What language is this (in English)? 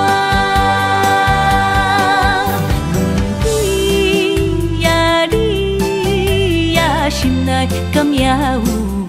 Min Nan Chinese